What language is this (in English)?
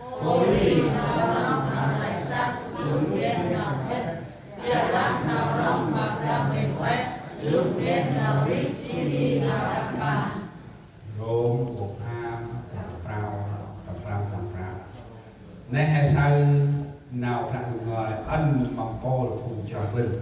Central Mnong